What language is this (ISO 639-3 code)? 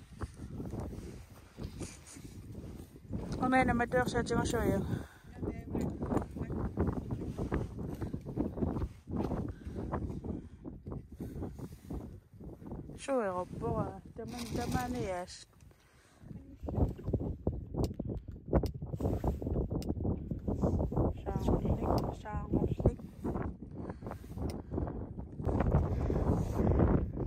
kal